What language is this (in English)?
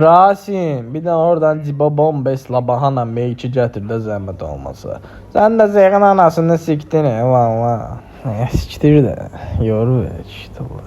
Azerbaijani